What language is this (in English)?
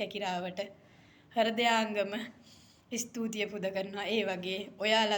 Sinhala